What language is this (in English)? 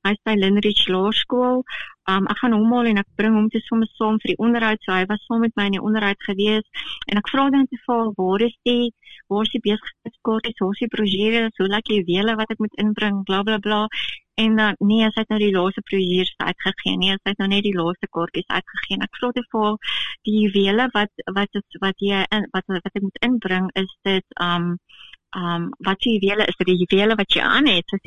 Afrikaans